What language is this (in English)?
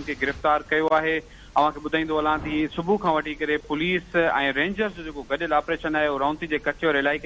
Sindhi